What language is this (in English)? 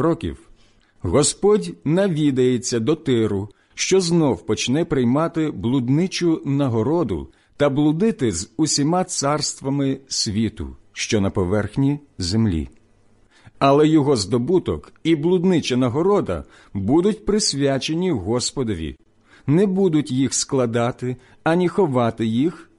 Ukrainian